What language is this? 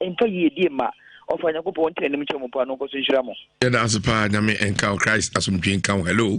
Akan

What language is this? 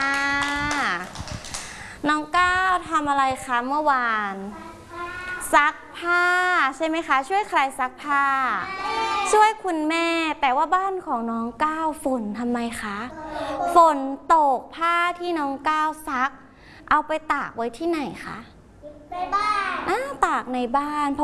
Thai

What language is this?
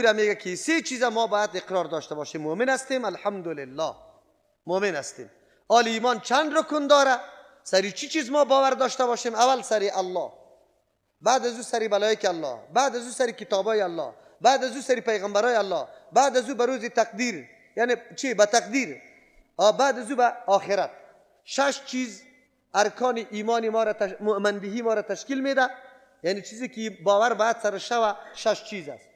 Persian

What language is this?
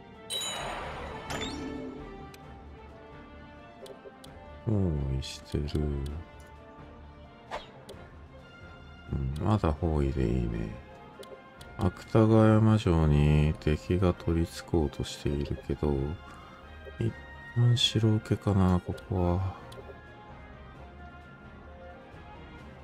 Japanese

